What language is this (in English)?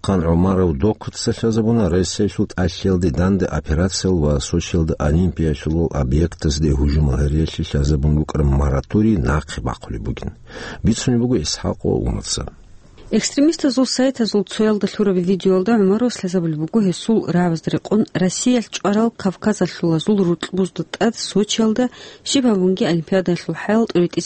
Avaric